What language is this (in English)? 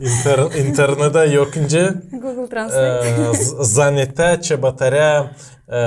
Gagauz